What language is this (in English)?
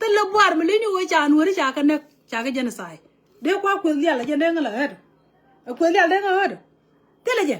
Nuer